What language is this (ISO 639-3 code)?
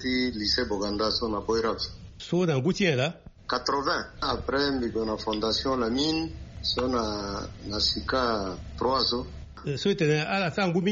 sag